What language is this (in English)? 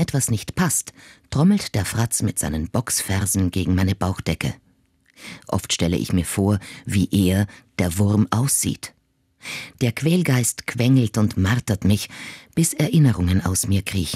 German